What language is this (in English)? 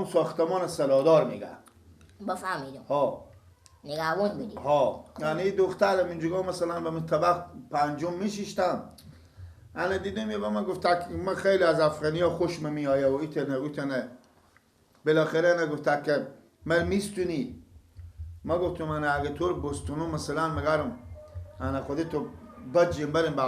Persian